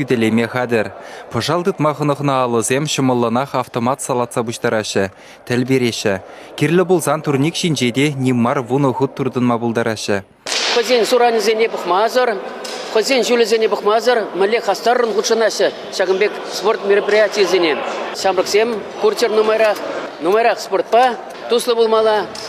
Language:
Chuvash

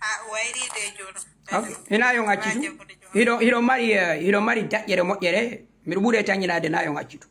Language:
Fula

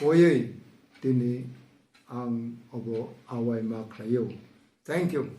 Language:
Kok Borok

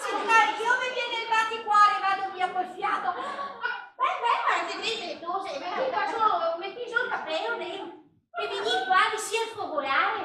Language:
Venetian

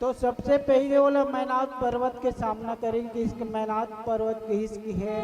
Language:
Chhattisgarhi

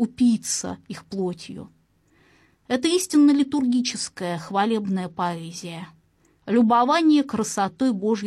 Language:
Russian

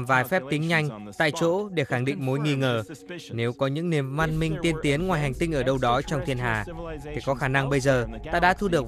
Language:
Vietnamese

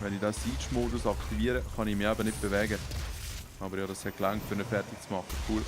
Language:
Swiss German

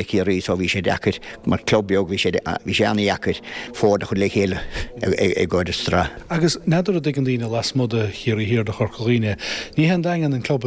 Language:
Irish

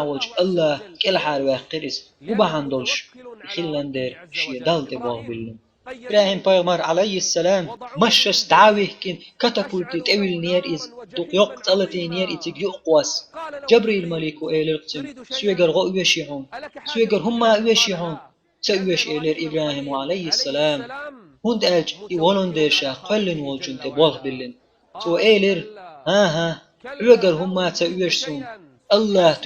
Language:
Chechen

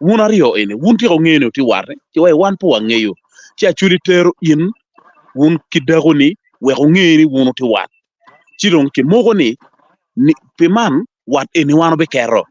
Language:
Acoli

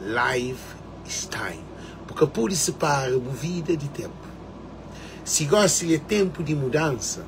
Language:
Kabuverdianu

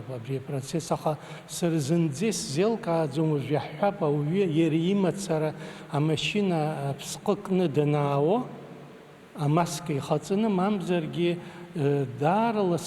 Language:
Abkhazian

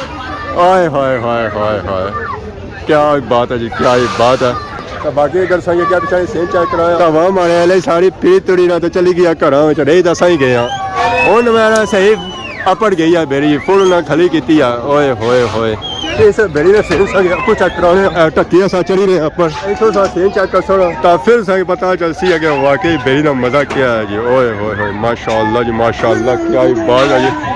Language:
Pahari-Potwari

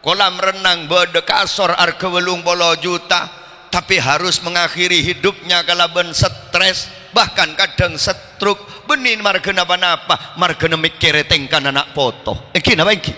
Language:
Madurese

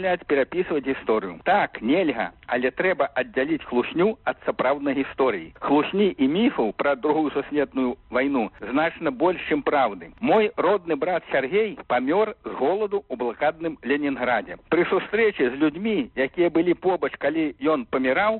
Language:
Belarusian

